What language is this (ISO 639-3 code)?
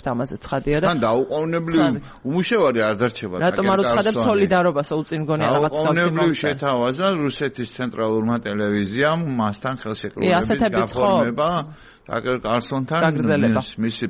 kat